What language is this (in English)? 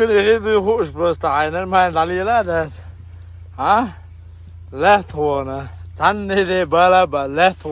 Chechen